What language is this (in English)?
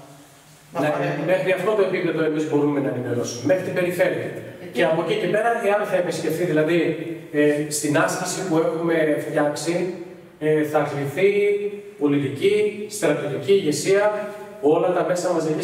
Greek